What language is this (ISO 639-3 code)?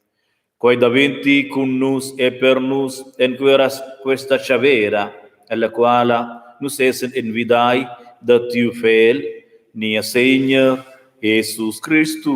roh